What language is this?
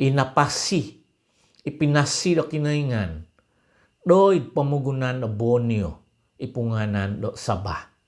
Central Dusun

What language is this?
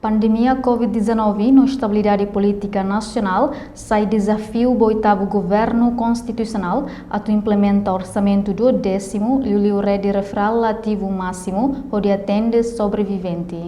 Tetum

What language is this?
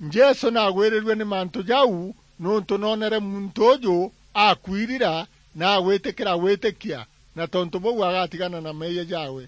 Meru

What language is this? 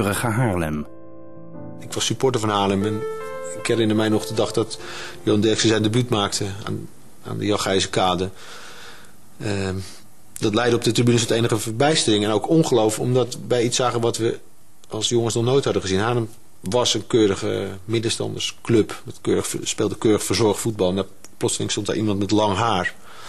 Dutch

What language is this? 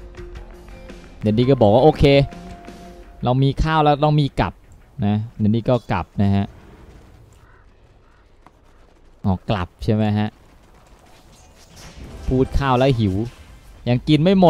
Thai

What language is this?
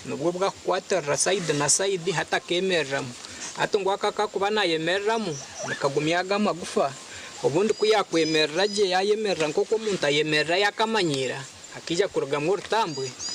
Nyankole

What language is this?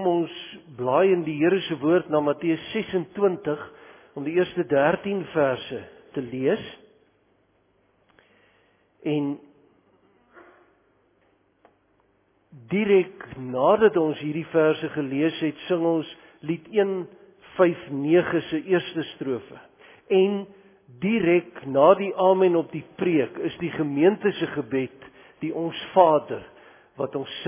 Afrikaans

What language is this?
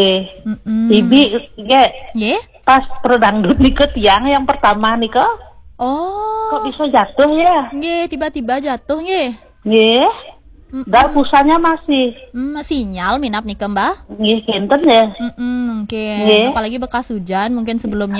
Balinese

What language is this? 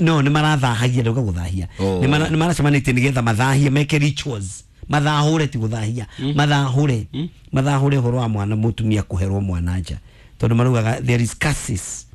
Kikuyu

